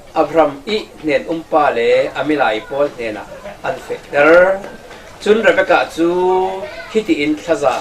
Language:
Falam Chin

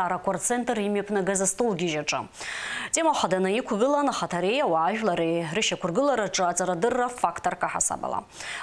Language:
Abkhazian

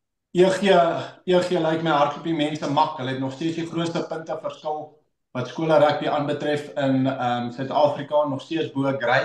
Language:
Afrikaans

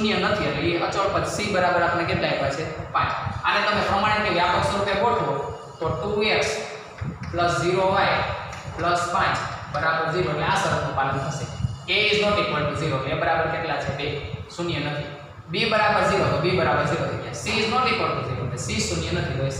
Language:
Gujarati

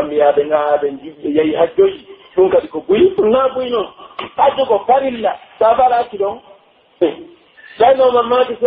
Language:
Pular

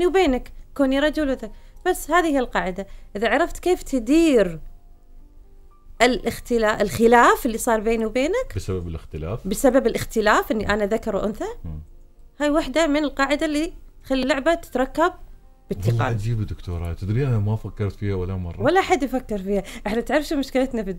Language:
Gulf Arabic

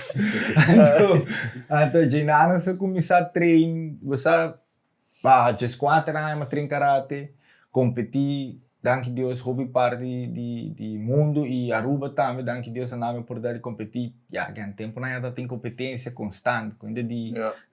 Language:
Papiamento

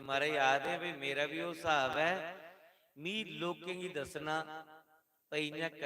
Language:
Dogri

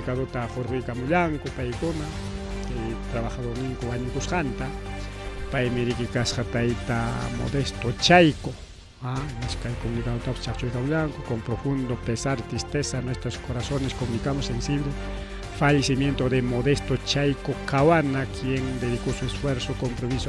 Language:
Ayacucho Quechua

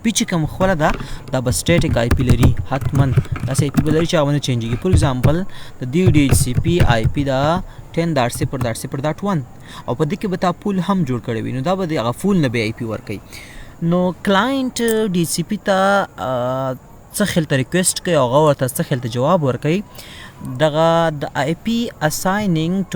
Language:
Pashto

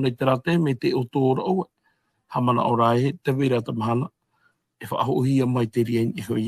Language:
Tahitian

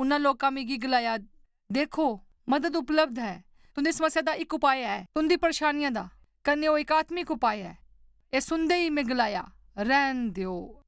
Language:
Dogri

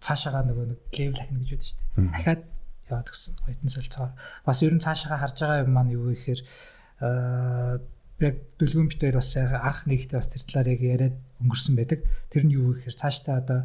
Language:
Mongolian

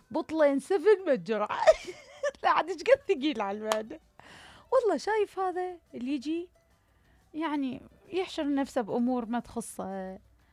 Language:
Mesopotamian Arabic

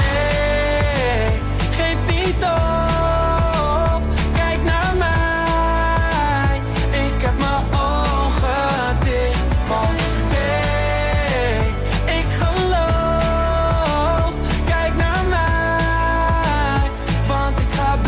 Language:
Dutch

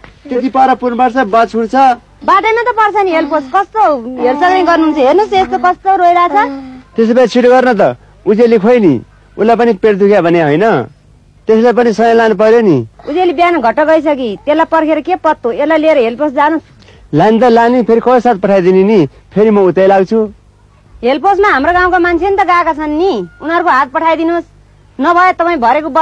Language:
Nepali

